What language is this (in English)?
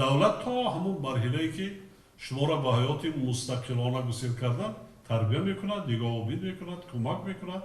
Tajik